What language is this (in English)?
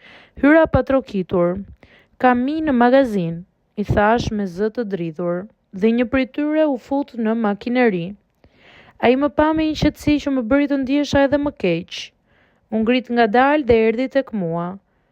Albanian